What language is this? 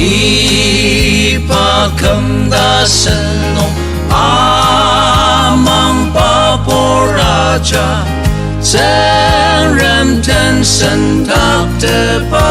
Ao Naga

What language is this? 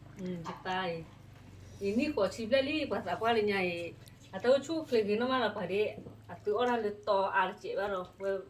S'gaw Karen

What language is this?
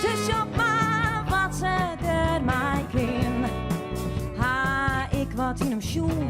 Western Frisian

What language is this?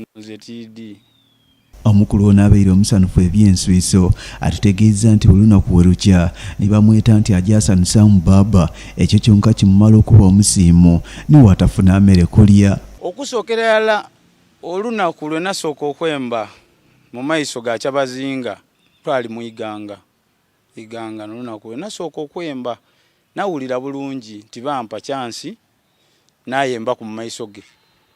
Soga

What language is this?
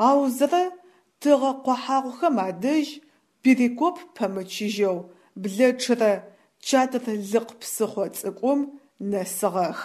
Adyghe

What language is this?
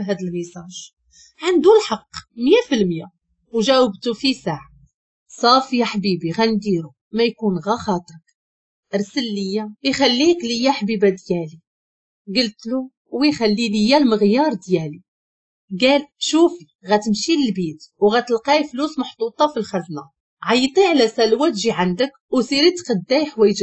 Moroccan Arabic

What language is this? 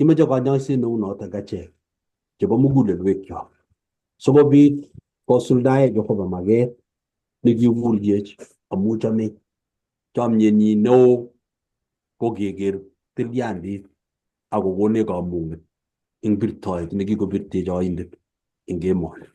Kalenjin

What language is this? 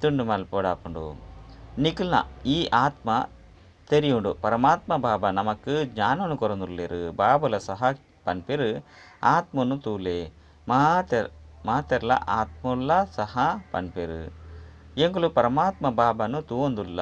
Tulu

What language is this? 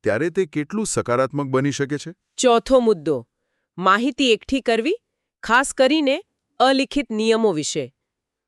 Gujarati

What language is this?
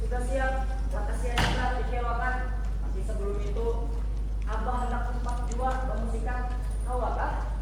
Banjar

